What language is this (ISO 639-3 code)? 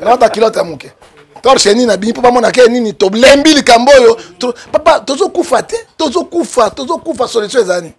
lin